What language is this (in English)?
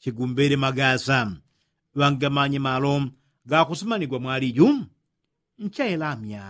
Yao